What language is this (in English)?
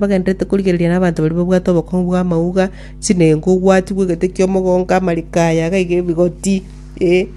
Gusii